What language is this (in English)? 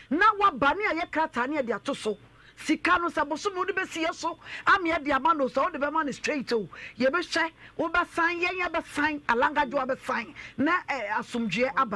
Akan